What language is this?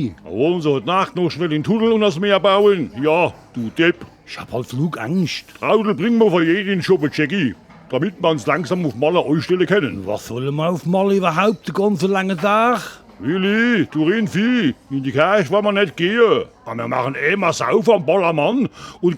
Palatine German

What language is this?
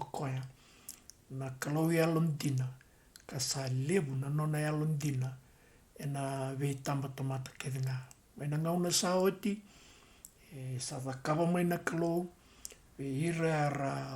Fijian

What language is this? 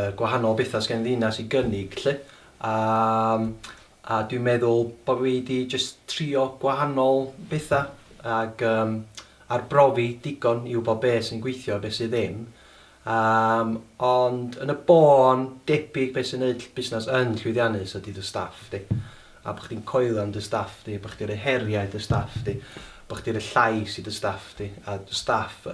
Welsh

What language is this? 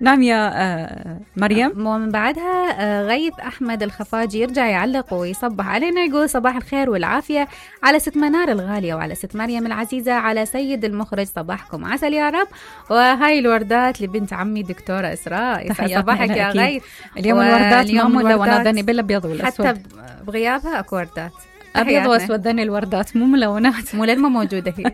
Mesopotamian Arabic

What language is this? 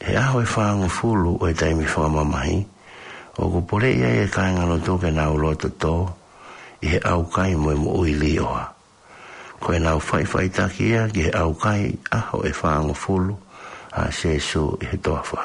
Tongan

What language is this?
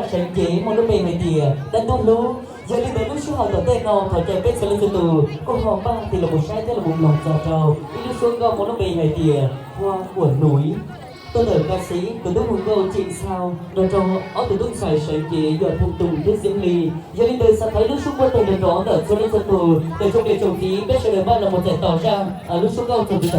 Hmong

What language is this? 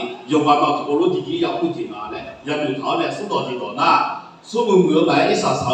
Akha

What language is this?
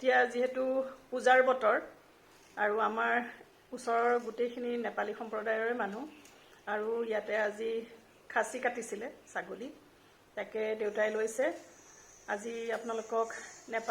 Assamese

